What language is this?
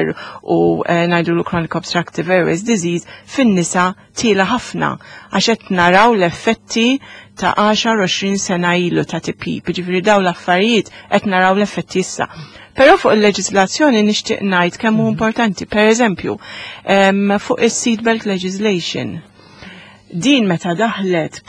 Maltese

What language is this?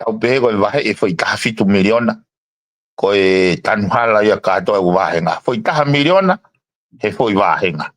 Tongan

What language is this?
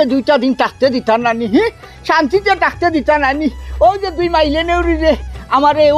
Sylheti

